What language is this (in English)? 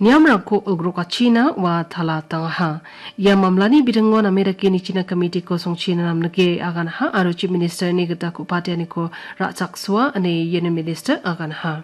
Garo